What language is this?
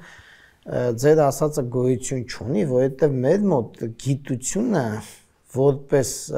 Armenian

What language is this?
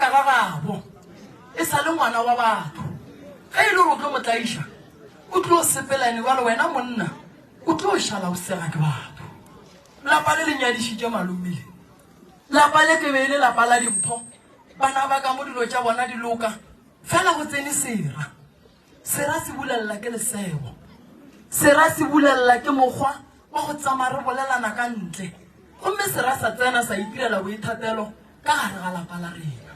Northern Sotho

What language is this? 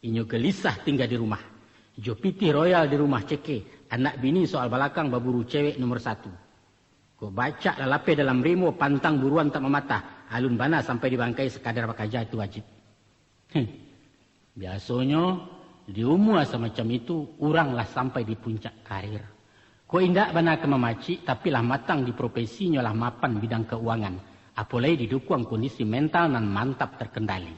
Minangkabau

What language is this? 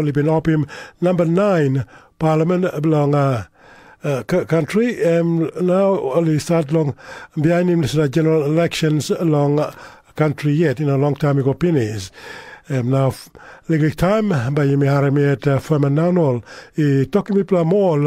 Tok Pisin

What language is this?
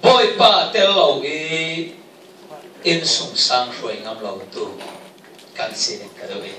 Falam Chin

